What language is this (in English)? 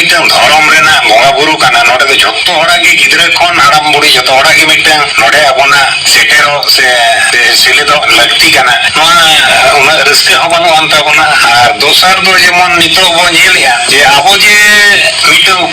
Santali